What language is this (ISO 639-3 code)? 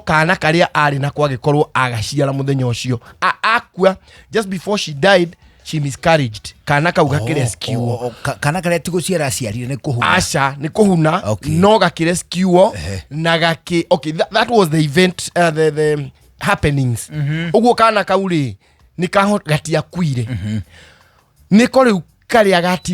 kik